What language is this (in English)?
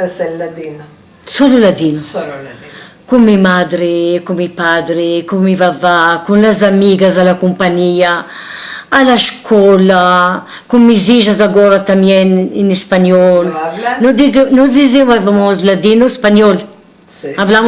Ladino